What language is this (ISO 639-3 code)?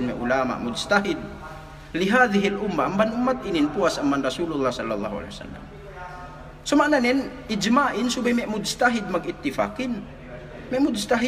yka